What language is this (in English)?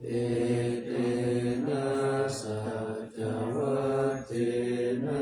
Pali